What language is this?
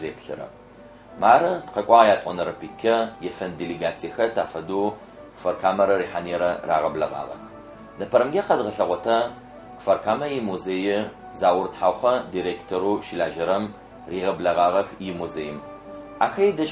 Adyghe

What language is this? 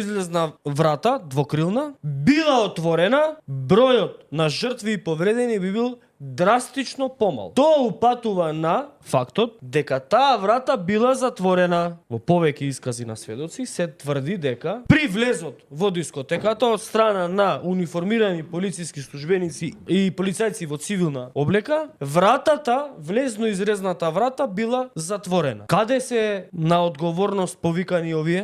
Macedonian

